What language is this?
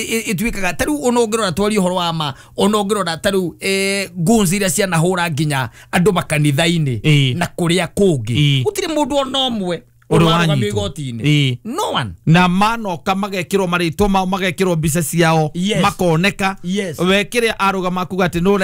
Kikuyu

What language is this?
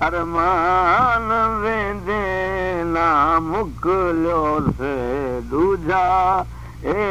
Saraiki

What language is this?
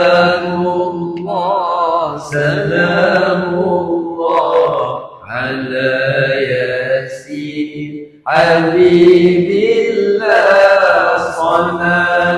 Malay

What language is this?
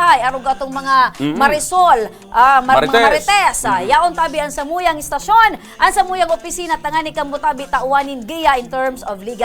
Bikol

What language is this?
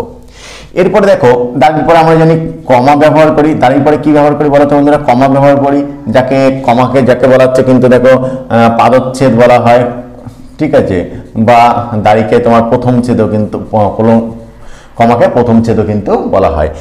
Bangla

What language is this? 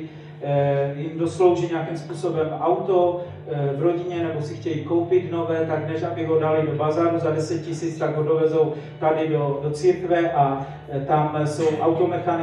Czech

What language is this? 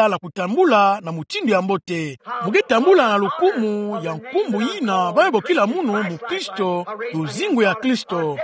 Kituba (Democratic Republic of Congo)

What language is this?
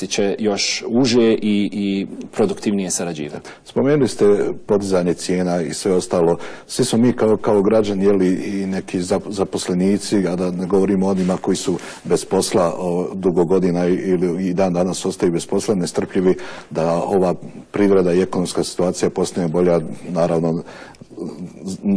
Bosnian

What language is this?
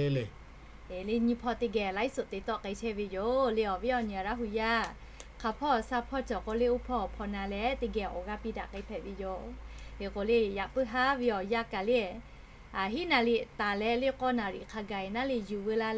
Lahu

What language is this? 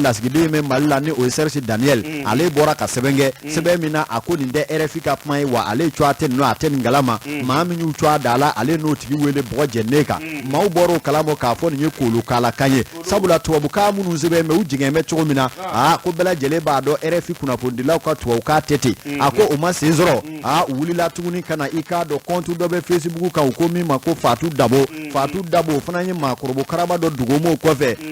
Bambara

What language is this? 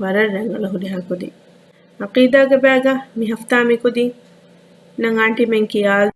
Divehi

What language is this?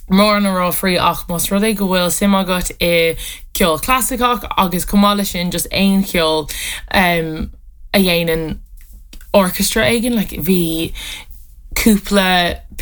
Irish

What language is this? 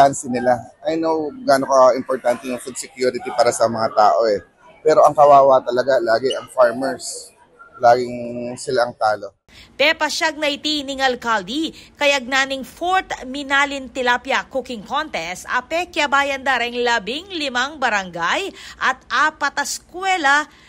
Pampanga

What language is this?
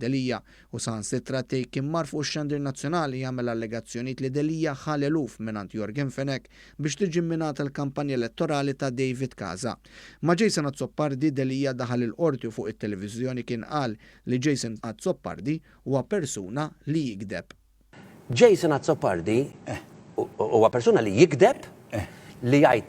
Maltese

